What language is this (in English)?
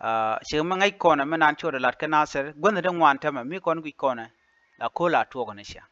Nuer